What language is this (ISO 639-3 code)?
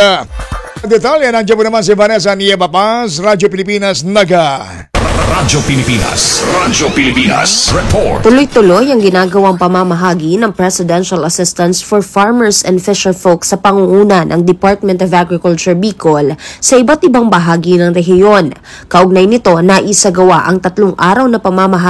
fil